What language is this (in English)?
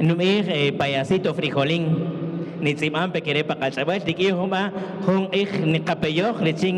Kaqchikel